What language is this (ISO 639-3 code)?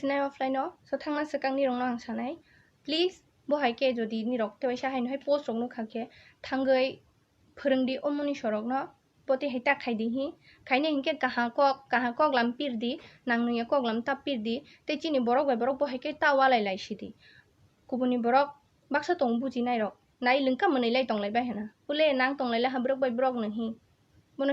trp